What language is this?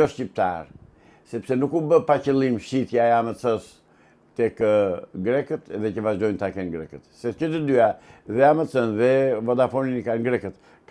Albanian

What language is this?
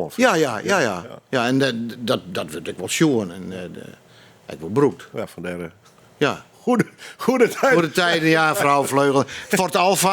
Western Frisian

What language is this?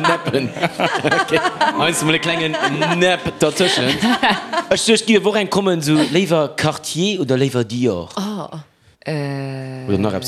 Luxembourgish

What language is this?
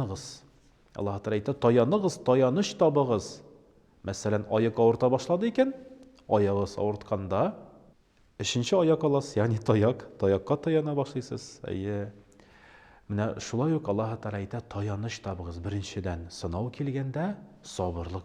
Tatar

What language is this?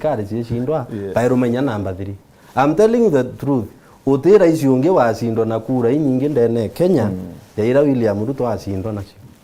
Meru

